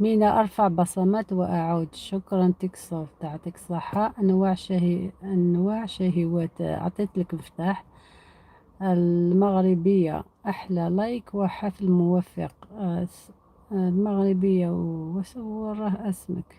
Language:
Algerian Arabic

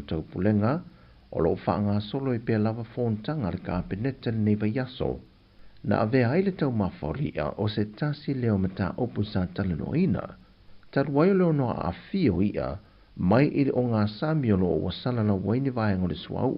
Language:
Samoan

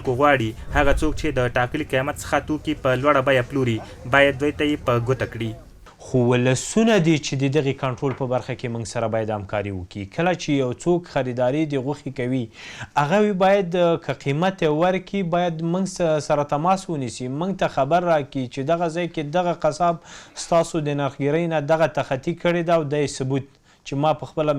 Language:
Pashto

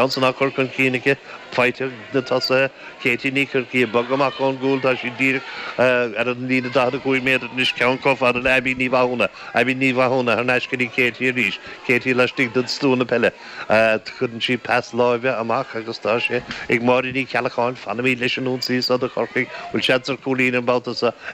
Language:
Irish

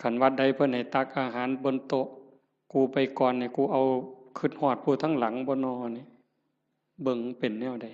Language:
Northeastern Thai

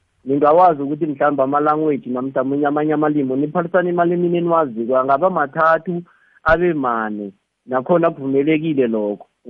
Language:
South Ndebele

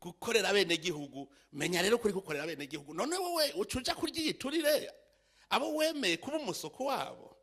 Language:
Rundi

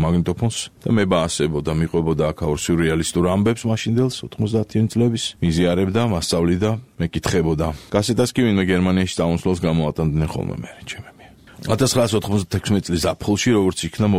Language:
Georgian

